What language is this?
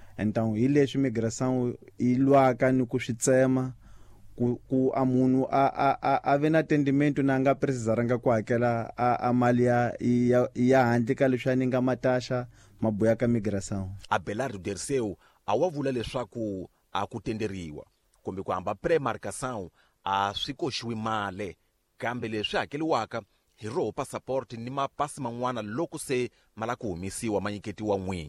Tsonga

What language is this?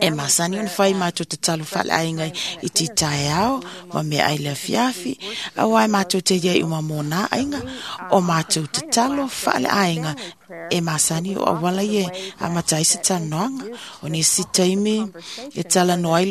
Samoan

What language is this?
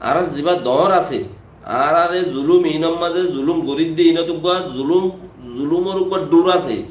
Rohingya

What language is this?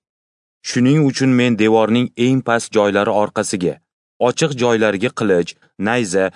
Uzbek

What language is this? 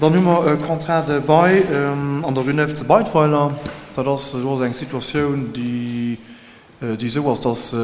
Luxembourgish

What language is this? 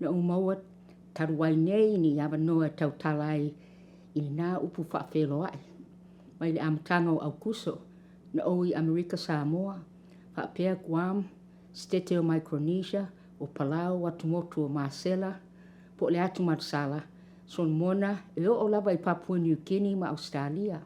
Samoan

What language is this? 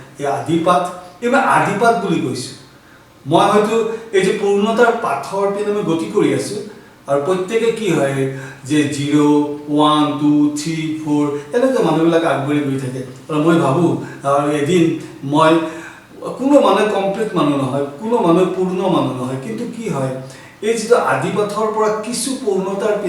Assamese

